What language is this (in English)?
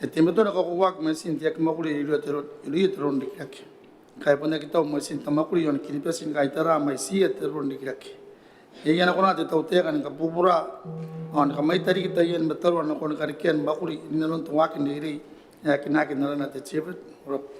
Gilbertese